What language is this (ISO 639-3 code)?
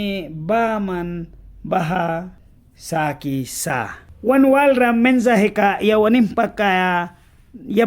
miq